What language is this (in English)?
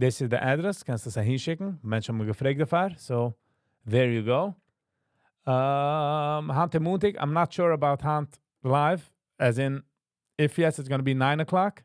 Yiddish